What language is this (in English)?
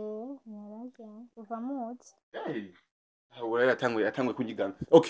Rundi